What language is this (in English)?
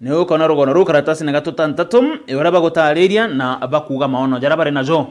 Meru